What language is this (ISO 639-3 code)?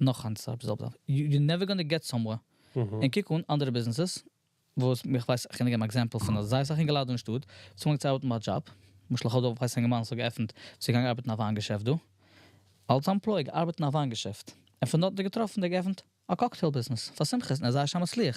yid